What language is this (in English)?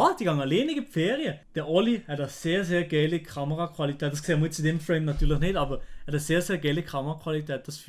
Swiss German